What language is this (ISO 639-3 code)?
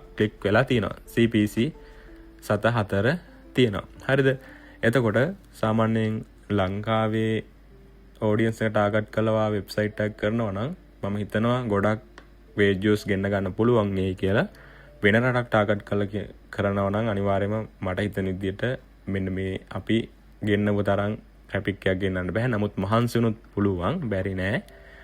sin